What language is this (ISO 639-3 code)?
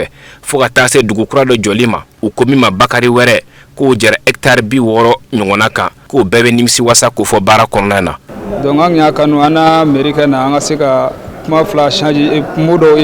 bam